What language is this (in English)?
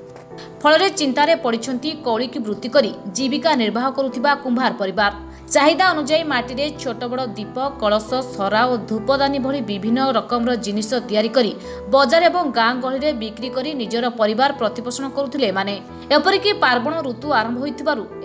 Odia